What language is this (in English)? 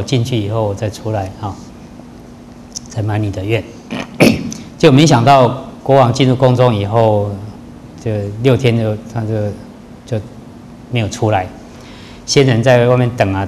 Chinese